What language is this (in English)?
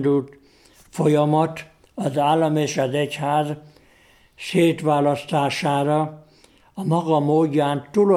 Hungarian